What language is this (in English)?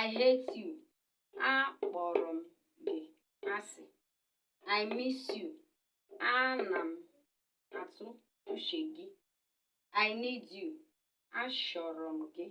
Igbo